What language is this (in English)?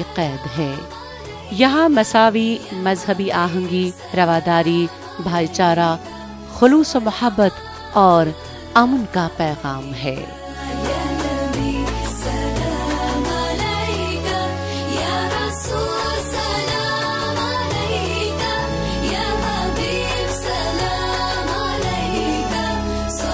Urdu